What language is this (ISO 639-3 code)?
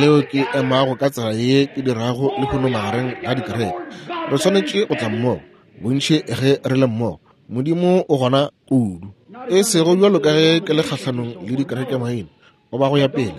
nso